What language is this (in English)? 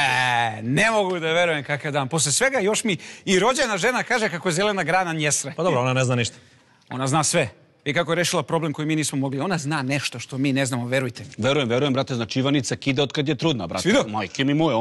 Serbian